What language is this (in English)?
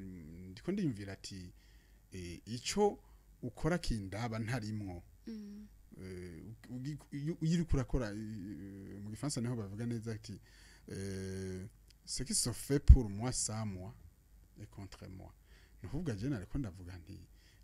Rundi